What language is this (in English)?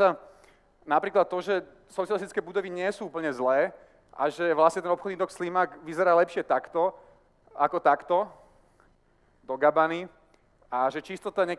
Slovak